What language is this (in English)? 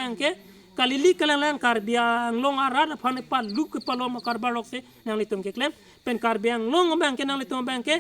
Karbi